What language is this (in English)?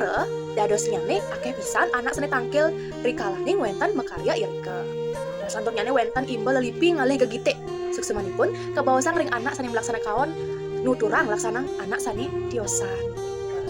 Balinese